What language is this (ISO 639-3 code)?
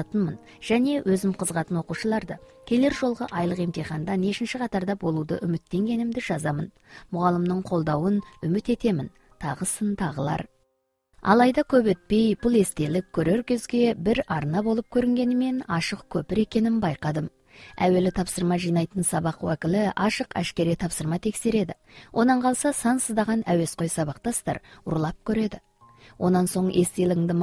kaz